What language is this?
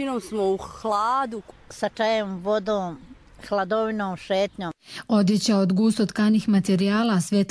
Croatian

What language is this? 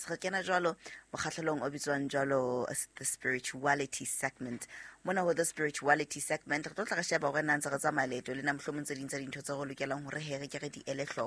Southern Sotho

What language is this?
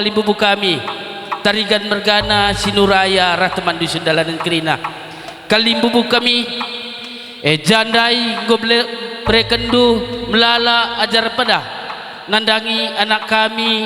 Batak Karo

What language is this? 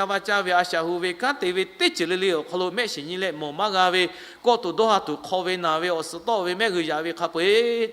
Lahu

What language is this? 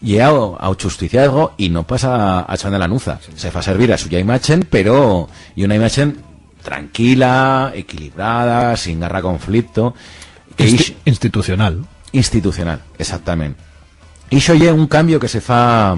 Aragonese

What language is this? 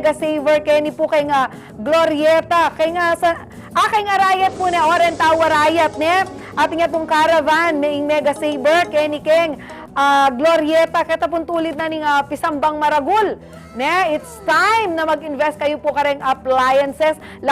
Pampanga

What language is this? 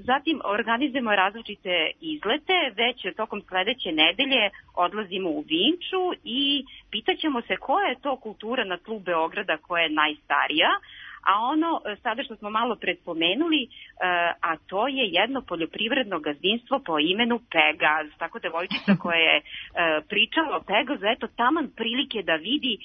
Serbian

